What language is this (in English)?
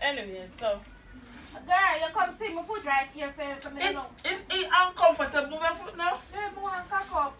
Jamaican Creole English